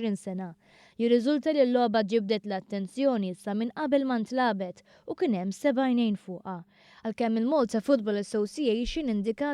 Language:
Maltese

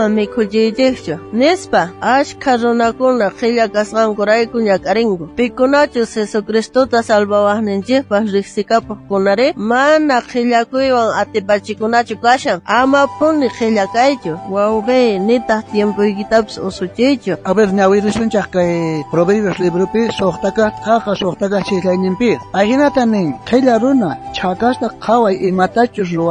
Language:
South Bolivian Quechua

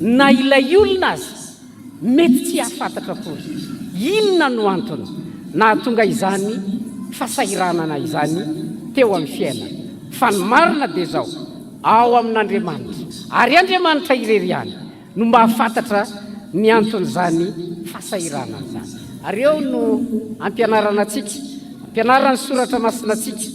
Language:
Malagasy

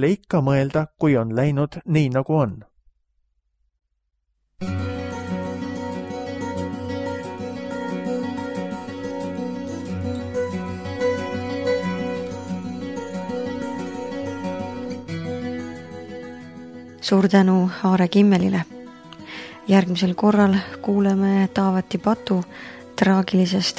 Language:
Estonian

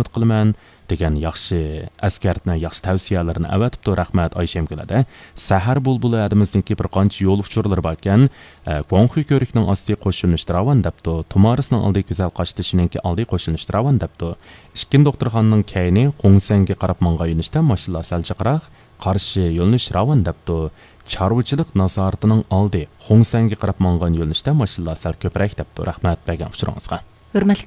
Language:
Uyghur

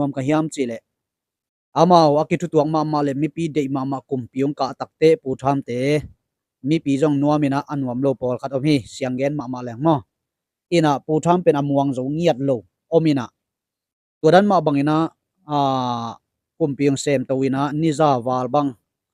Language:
Tedim Chin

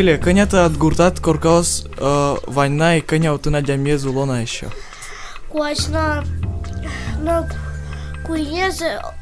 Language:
Udmurt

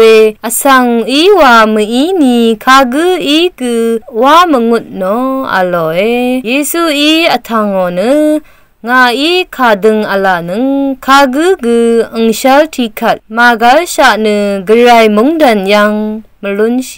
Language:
Rawang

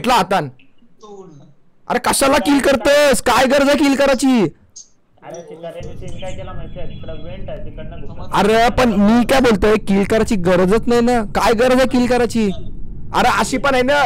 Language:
Marathi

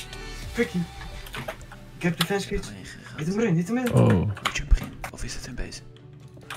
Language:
Dutch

